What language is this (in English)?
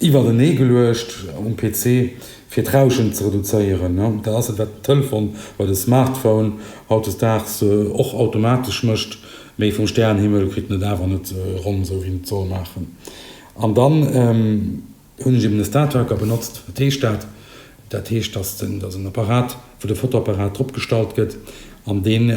Luxembourgish